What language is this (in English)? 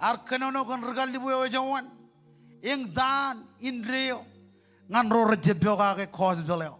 Marshallese